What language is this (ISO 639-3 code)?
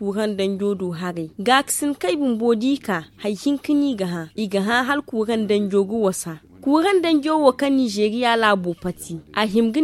dje